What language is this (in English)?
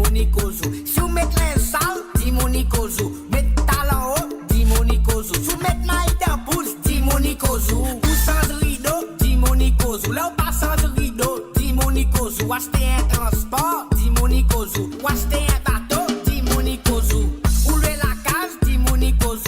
Morisyen